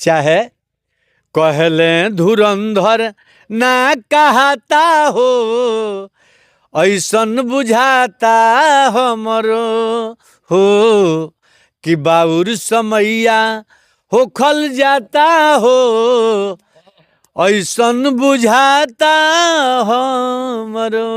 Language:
Bhojpuri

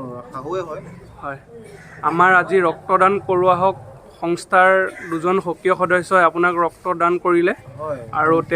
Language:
Assamese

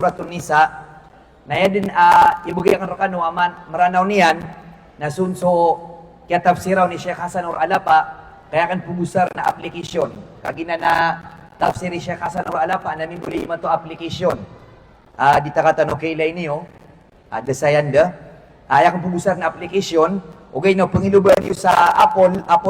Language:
Maranao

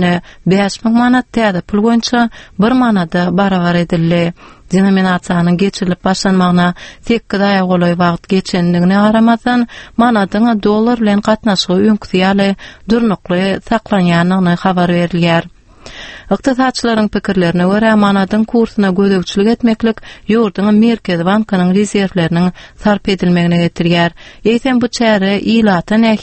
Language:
Turkmen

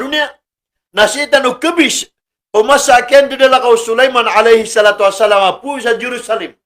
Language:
Maranao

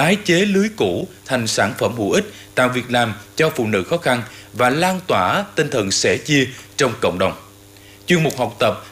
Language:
Vietnamese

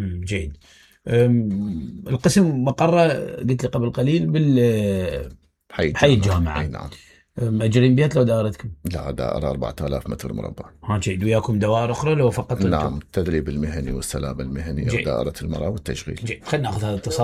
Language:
Mesopotamian Arabic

